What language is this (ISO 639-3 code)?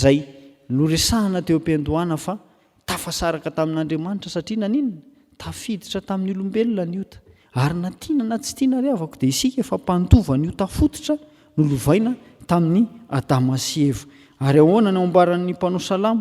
mlg